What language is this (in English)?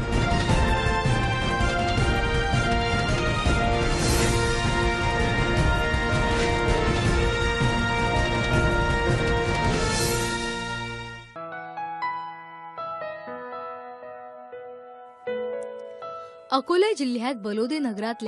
Marathi